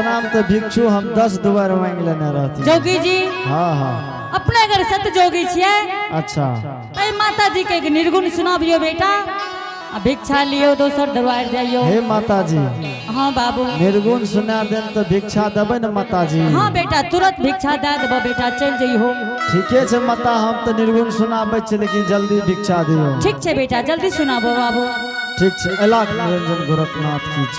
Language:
Angika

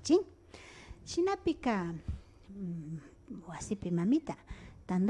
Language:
Imbabura Highland Quichua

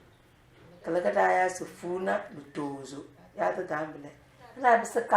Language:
Tem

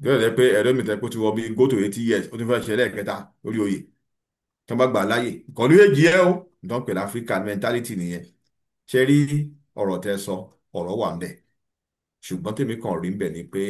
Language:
Yoruba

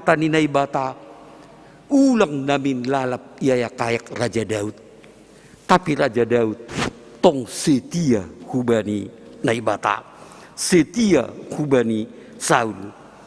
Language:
Batak Simalungun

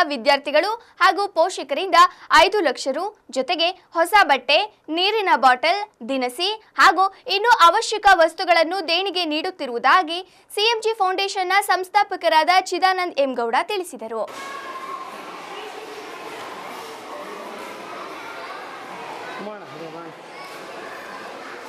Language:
Kannada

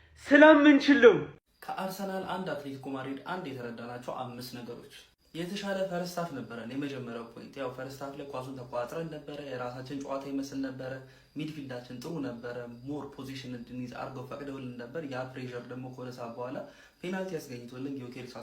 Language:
Amharic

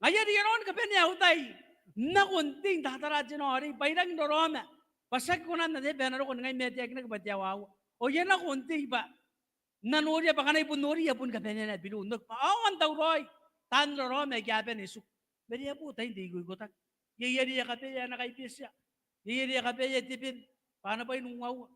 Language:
Gilbertese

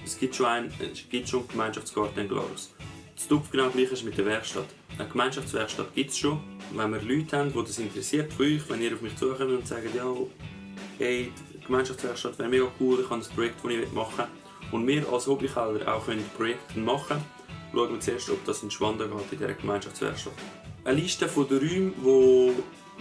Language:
Swiss German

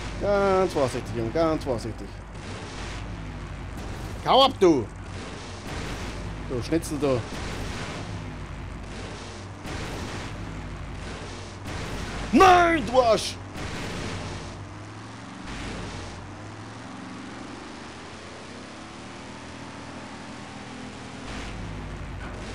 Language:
German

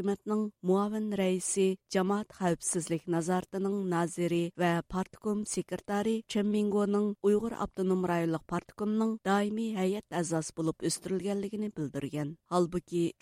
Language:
Uyghur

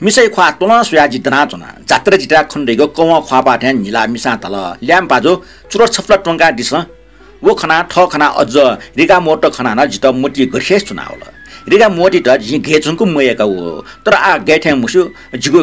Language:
Newari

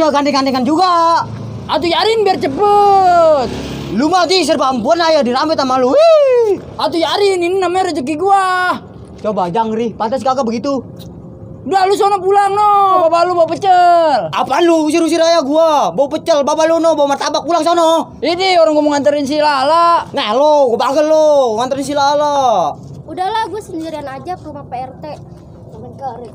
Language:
Betawi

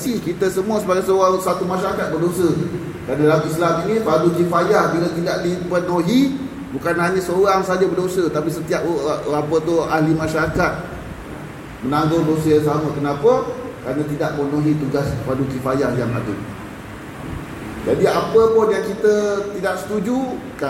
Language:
Malay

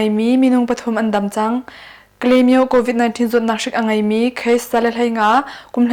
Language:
Hakha Chin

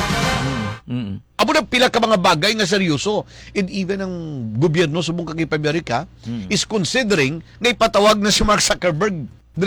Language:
Hiligaynon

